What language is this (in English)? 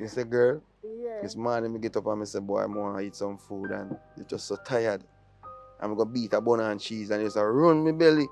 Jamaican Creole English